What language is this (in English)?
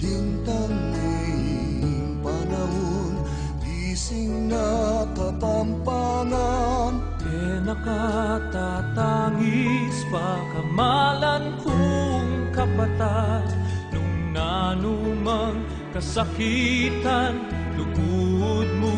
Pampanga